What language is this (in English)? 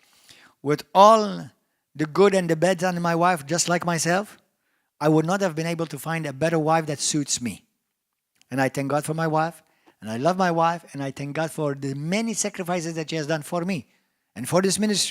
English